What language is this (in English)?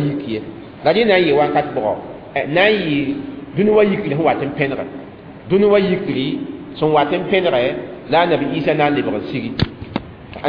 Mossi